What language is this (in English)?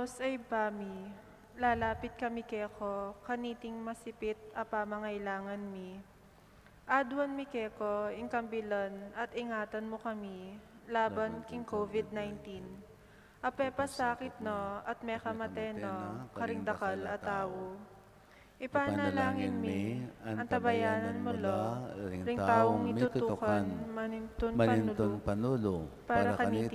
Pampanga